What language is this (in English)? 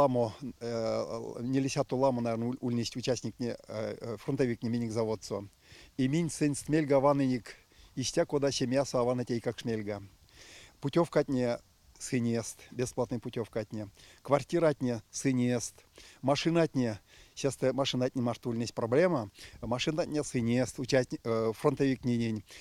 Erzya